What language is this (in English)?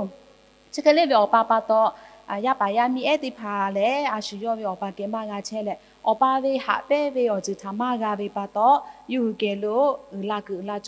Lahu